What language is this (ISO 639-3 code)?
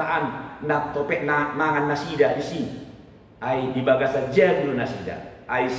bbc